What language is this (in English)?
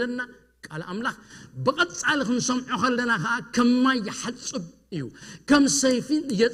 Tigrinya